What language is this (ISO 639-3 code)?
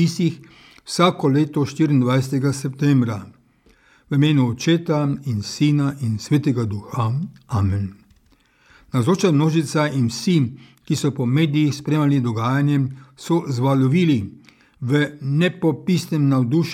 slv